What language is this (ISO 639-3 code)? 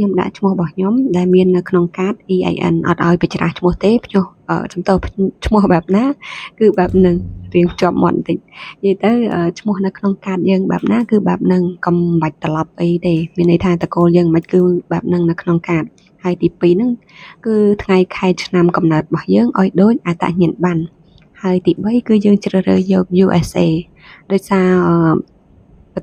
khm